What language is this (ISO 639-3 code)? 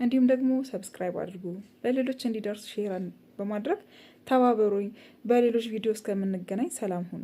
amh